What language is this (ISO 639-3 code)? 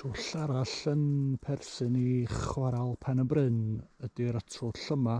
cym